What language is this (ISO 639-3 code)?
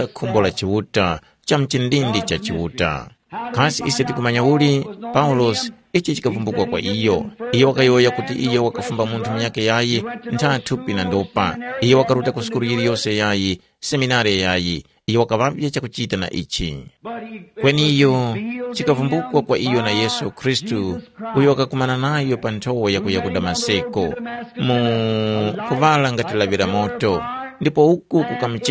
tum